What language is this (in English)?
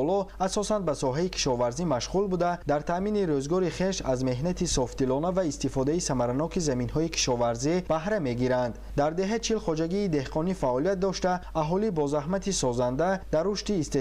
Tajik